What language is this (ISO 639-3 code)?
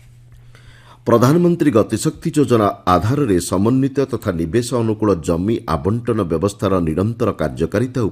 ori